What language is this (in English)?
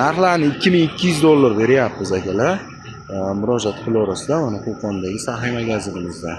Uzbek